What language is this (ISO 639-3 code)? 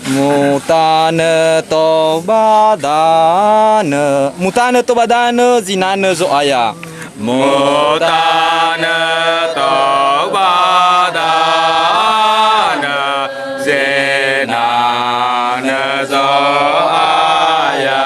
nia